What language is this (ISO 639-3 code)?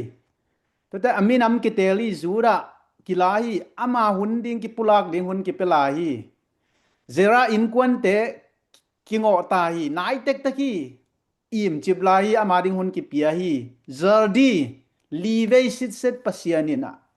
ctd